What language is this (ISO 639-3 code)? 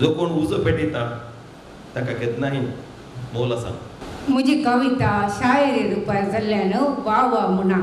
kok